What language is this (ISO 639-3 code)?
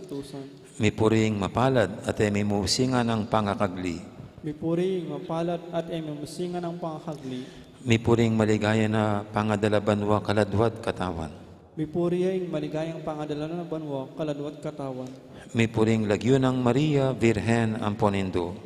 pam